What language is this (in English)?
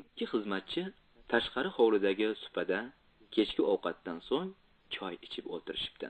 Uzbek